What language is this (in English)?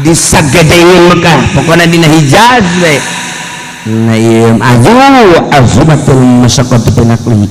Sundanese